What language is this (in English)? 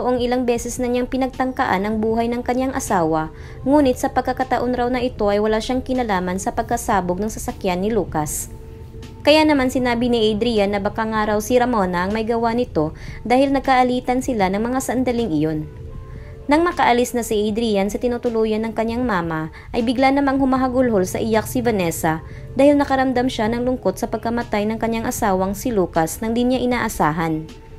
Filipino